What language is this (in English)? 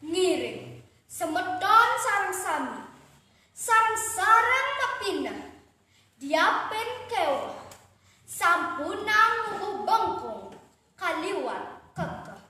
Balinese